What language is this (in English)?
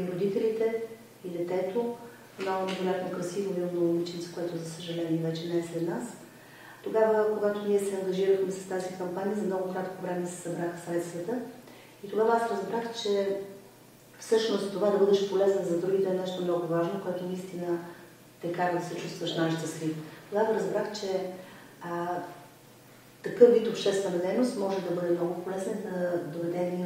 Bulgarian